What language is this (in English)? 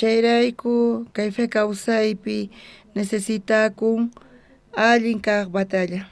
South Bolivian Quechua